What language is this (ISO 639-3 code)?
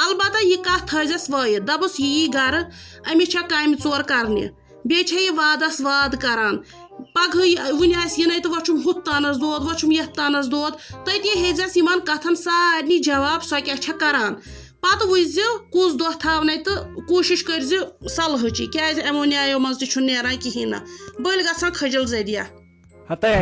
kas